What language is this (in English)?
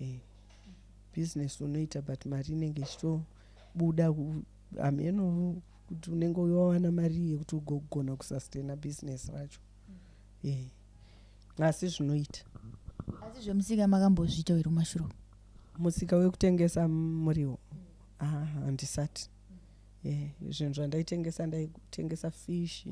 Shona